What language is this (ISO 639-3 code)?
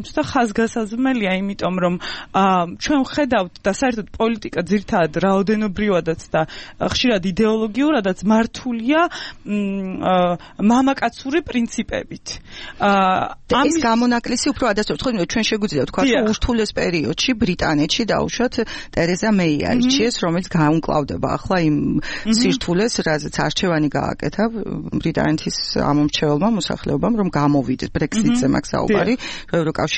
kat